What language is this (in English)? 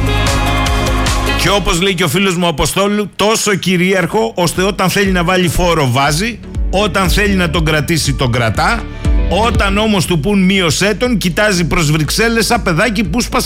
Greek